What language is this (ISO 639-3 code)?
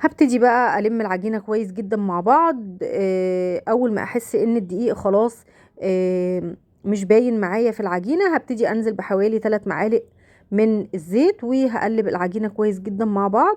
arz